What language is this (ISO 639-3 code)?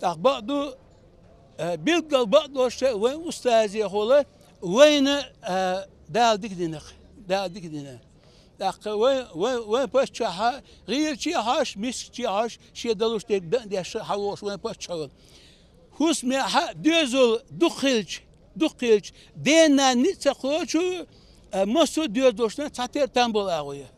inh